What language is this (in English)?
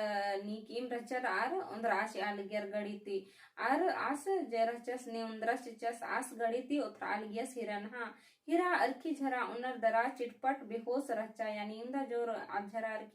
Kurukh